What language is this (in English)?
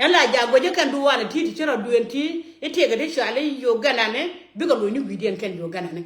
Nuer